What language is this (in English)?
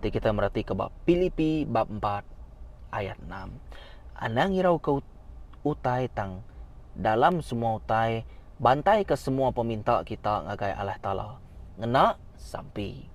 Iban